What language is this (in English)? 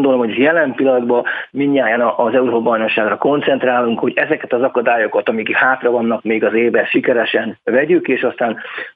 Hungarian